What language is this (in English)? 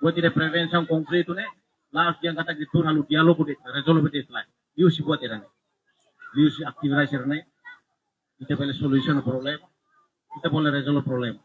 Tetum